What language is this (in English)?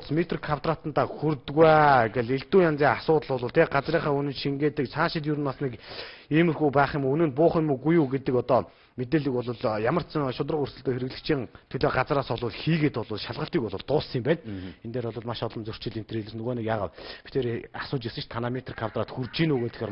Mongolian